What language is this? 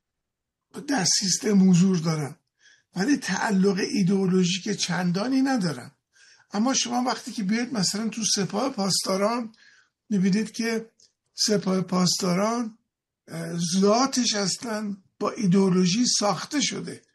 Persian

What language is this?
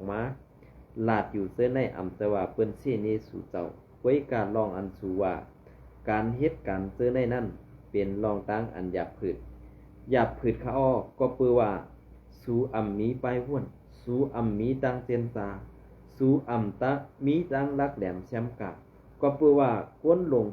Shan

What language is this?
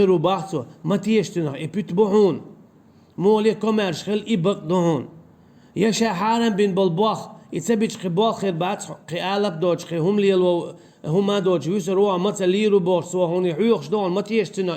Chechen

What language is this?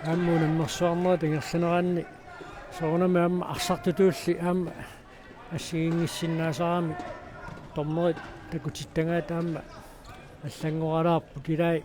Kalaallisut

